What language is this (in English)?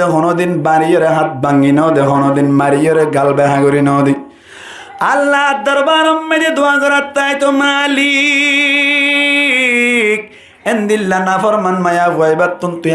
Rohingya